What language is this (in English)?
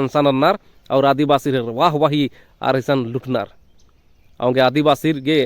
Kurukh